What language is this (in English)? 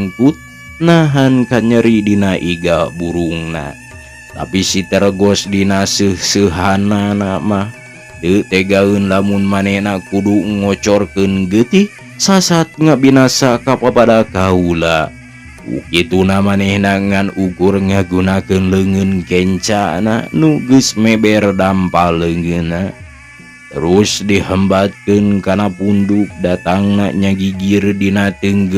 Sundanese